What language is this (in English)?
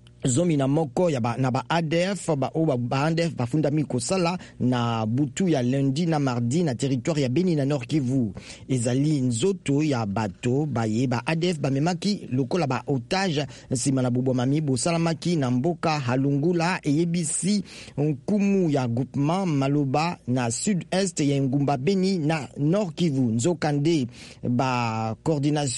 Lingala